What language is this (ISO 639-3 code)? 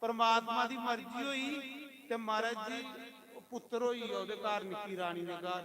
doi